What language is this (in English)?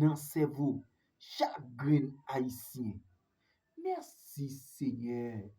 Haitian Creole